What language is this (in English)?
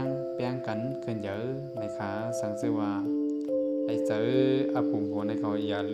Shan